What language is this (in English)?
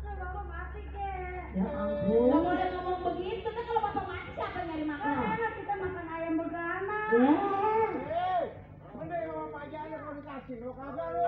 Betawi